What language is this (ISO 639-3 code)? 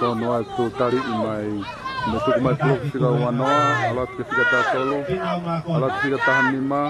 ton